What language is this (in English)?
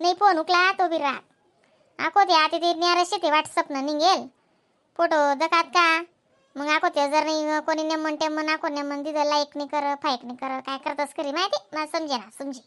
Khandesi